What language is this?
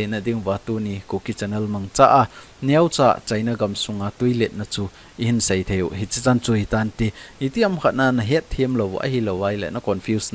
Thado Chin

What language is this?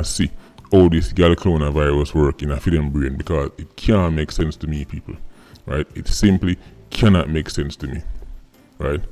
Jamaican Creole English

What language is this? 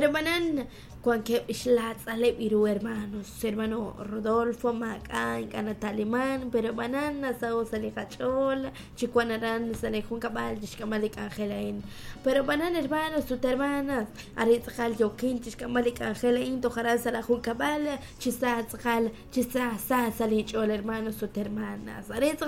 Kekchí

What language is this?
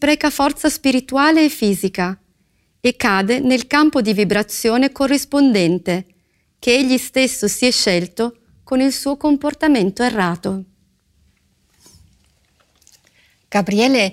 Italian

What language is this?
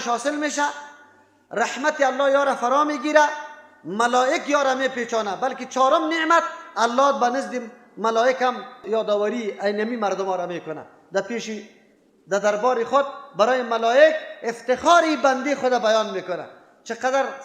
Persian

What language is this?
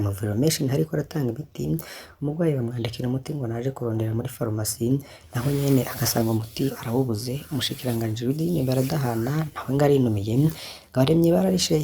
Rundi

